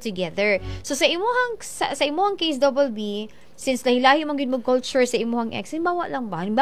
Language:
Cebuano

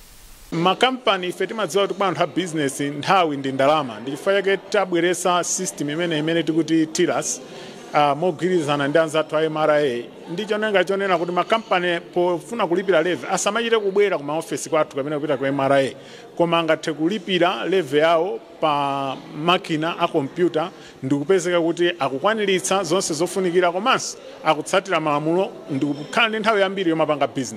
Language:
Nyanja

